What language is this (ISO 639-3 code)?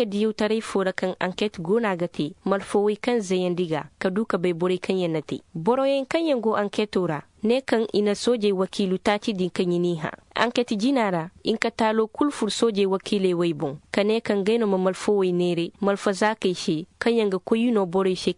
dje